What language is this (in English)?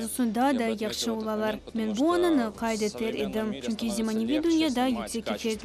Crimean Tatar